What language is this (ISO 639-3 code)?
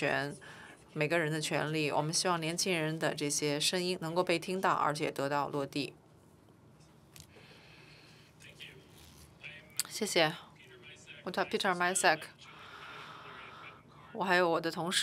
zho